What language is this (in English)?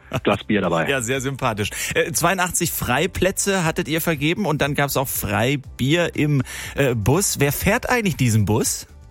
German